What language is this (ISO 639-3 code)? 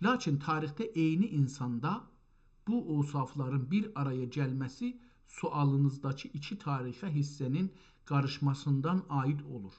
azb